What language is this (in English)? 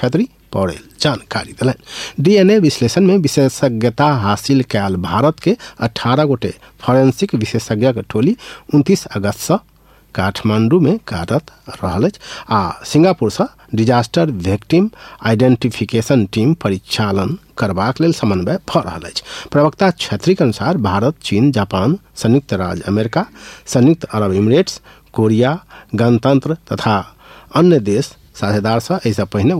Maithili